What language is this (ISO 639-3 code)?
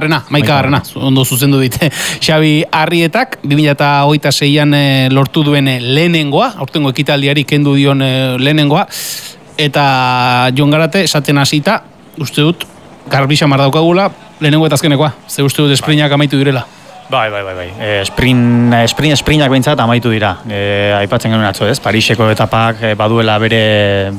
eus